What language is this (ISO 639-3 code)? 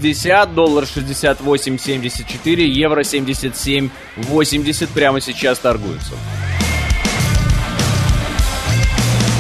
rus